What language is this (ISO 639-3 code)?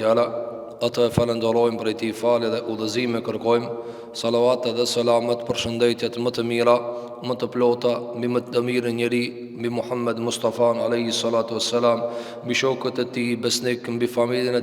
sqi